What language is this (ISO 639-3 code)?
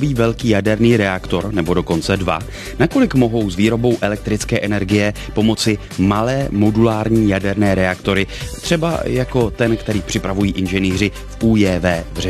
ces